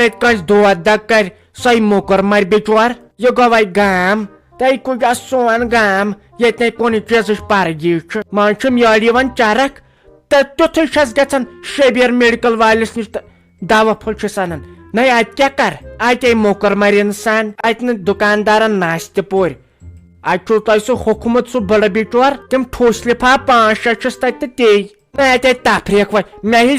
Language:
Kashmiri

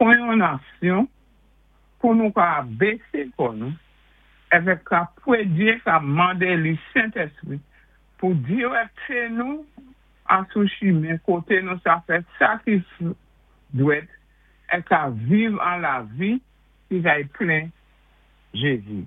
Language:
Saint Lucian Creole French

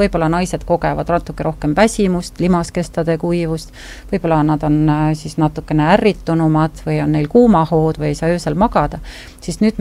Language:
Estonian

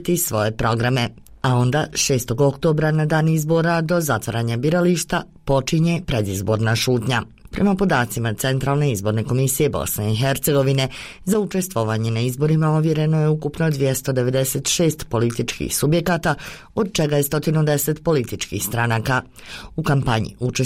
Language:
Bosnian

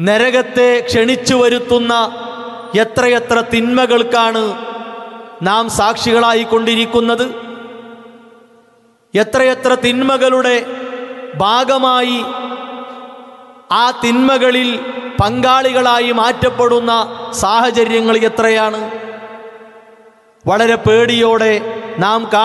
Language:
Malayalam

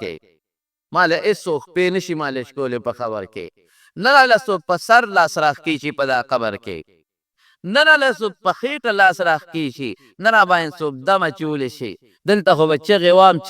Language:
Pashto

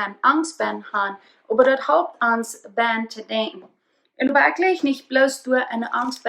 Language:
Plautdietsch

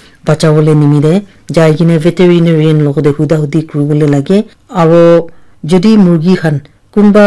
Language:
Naga Pidgin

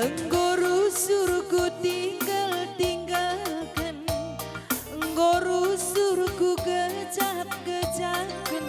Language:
Batak Karo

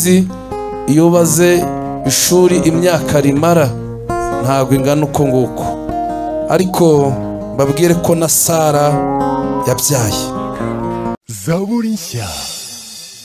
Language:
Kinyarwanda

